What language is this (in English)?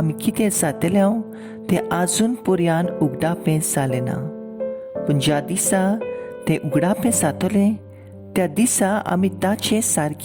Konkani